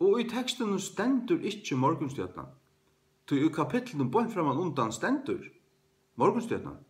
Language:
Faroese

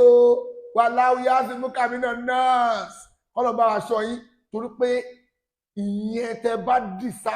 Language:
Yoruba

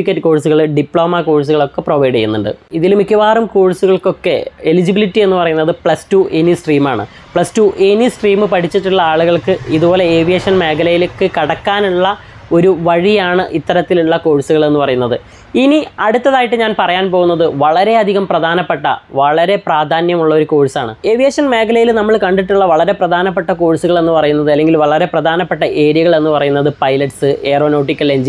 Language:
Malayalam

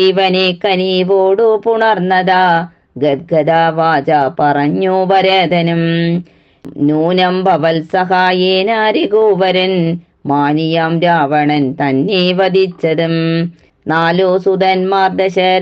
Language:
Malayalam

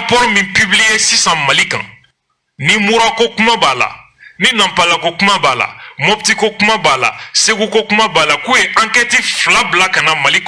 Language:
Bambara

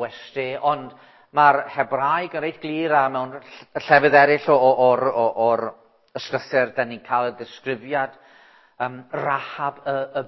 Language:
Welsh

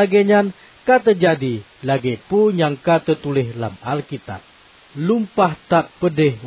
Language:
Achinese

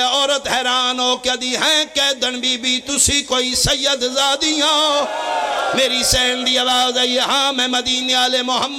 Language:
Pahari-Potwari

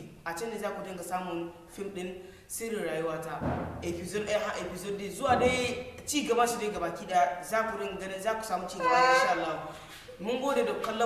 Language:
Hausa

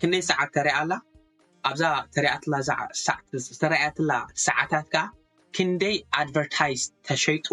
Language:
Tigrinya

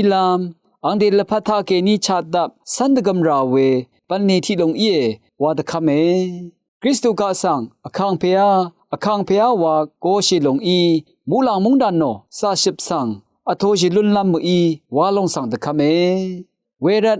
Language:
Rawang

